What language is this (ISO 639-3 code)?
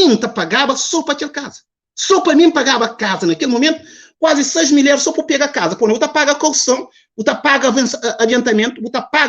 kea